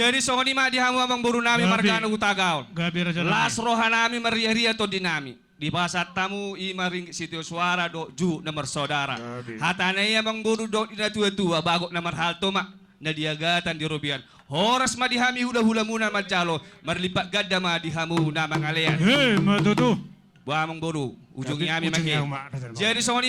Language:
Batak Toba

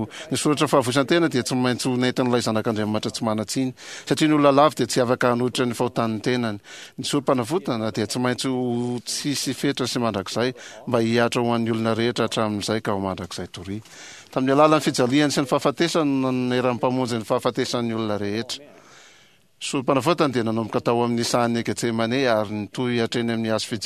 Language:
Malagasy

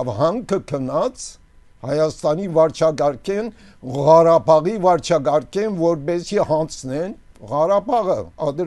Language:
Armenian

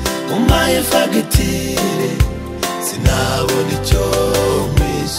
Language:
Kinyarwanda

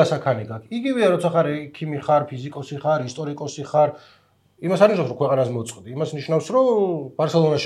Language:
Georgian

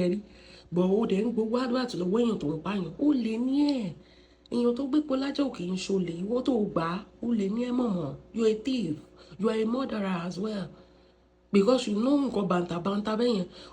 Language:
Yoruba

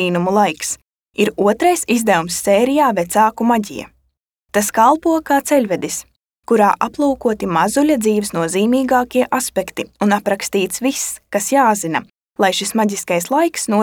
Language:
Latvian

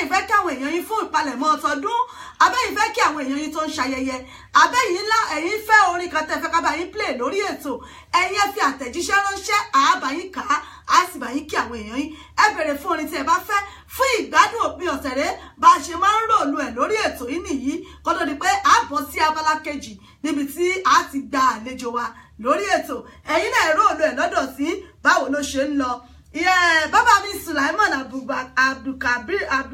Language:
Yoruba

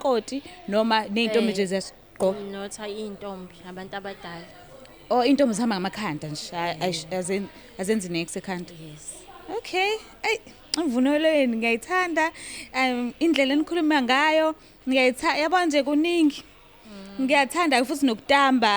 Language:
Zulu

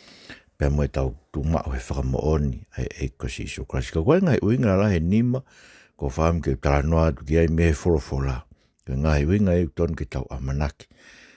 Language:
Tongan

